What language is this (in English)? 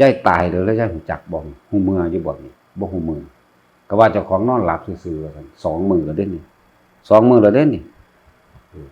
Northeastern Thai